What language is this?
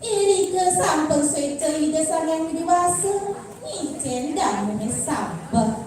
Balinese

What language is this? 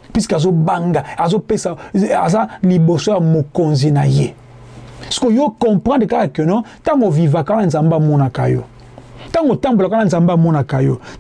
Lingala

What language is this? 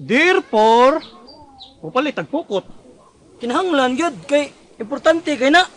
Cebuano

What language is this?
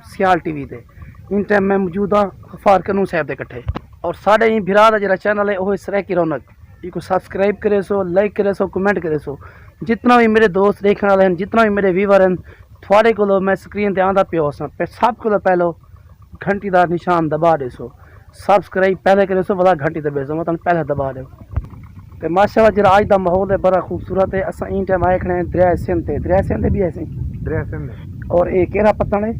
Saraiki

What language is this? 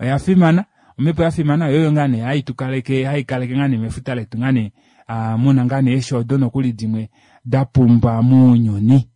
Kuanyama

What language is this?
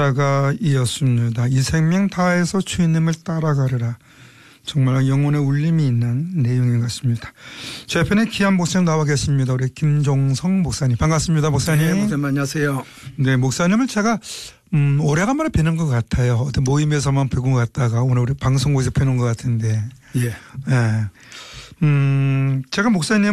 Korean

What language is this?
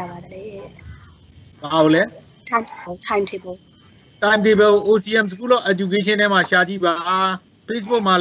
Burmese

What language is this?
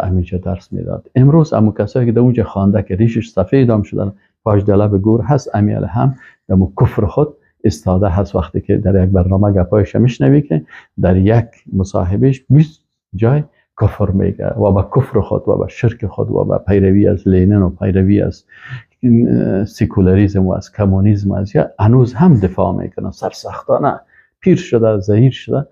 Persian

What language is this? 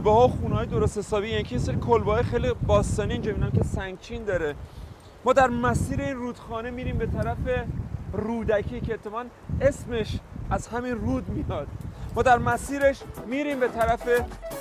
Persian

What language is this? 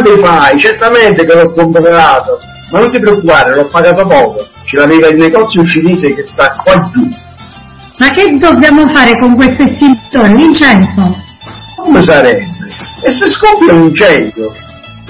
Italian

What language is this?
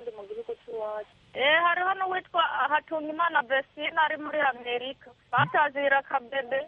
Kinyarwanda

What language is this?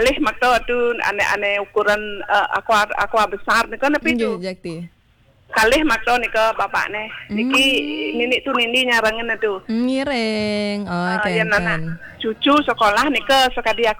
Balinese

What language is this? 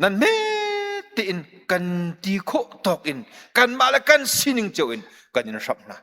Hakha Chin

